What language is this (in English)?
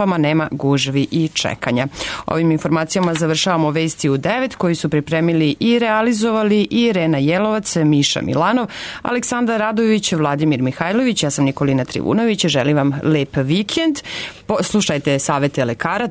Serbian